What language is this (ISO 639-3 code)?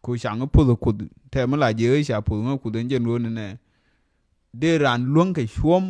nus